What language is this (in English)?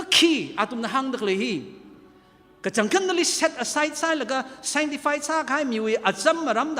Tangkhul Naga (India)